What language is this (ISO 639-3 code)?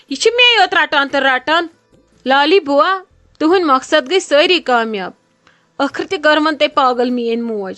kas